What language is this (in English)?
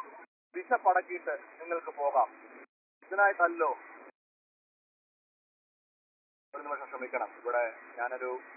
Malayalam